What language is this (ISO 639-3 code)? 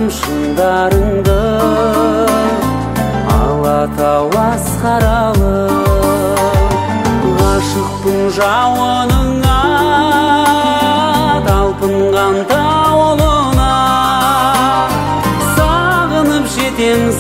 kaz